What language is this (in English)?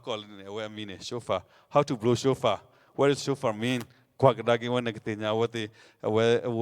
S'gaw Karen